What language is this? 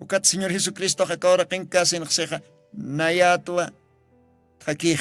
Aymara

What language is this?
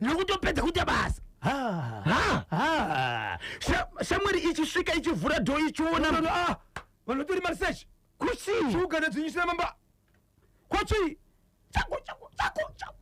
Shona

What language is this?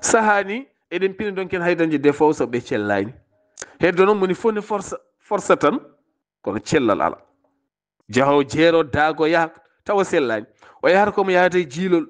Fula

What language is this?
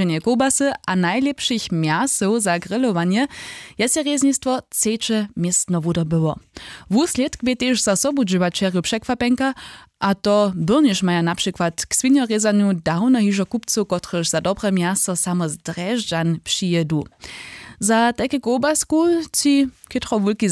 Upper Sorbian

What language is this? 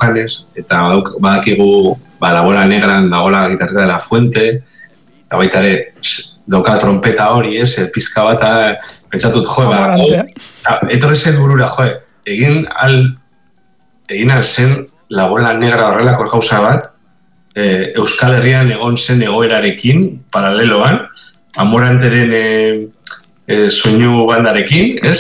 Basque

